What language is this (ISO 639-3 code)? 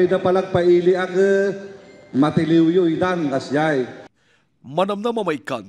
ilo